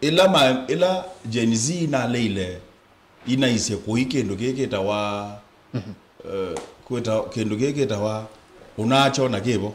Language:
Kamba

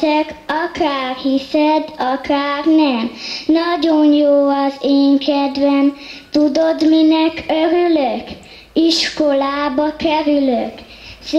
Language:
Hungarian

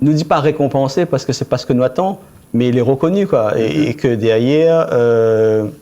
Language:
Réunion Creole French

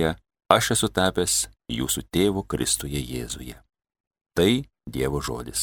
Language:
Lithuanian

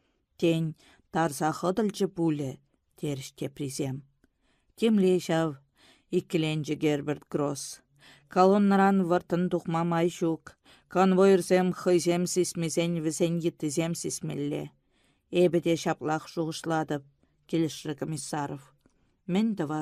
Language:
Chuvash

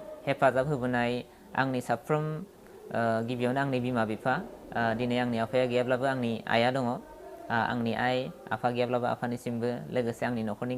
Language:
Bodo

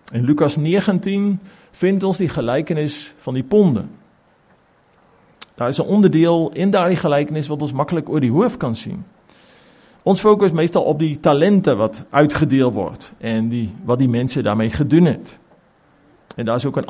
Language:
Afrikaans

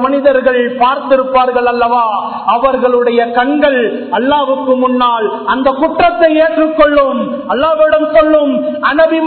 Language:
Tamil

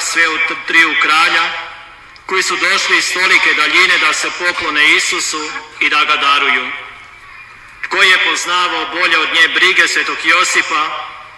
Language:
Croatian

